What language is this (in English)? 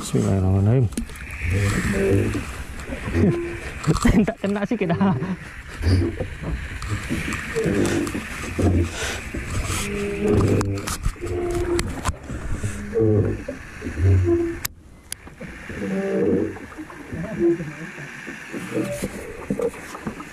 Malay